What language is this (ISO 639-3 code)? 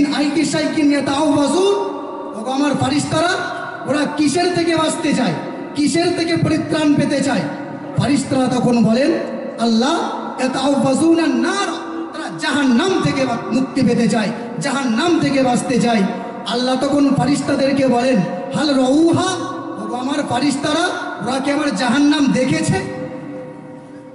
ben